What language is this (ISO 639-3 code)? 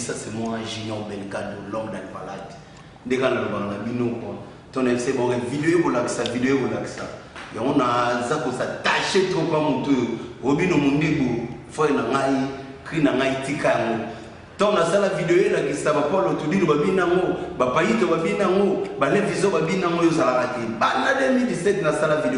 lin